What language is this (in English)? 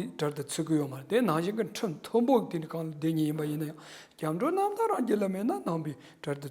Tibetan